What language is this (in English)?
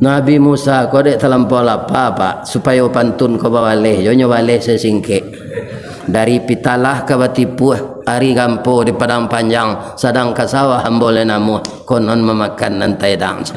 Minangkabau